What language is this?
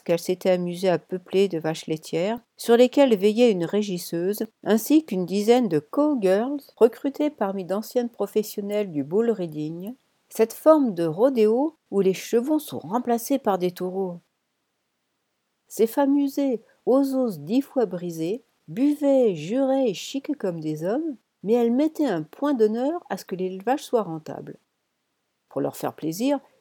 French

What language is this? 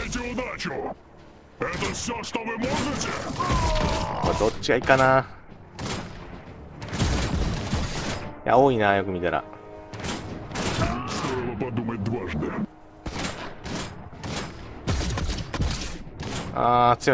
Japanese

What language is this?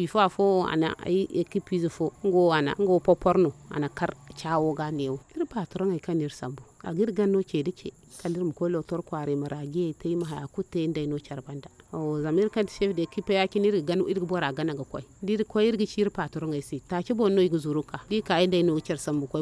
Zarma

